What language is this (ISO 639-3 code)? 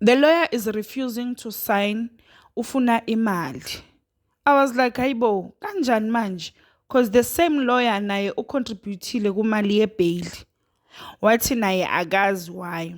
zul